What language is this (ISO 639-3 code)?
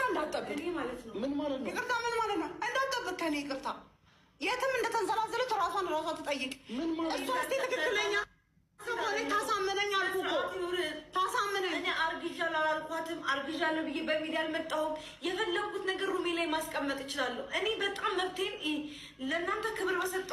amh